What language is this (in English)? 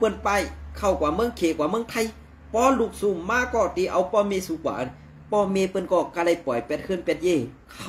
Shan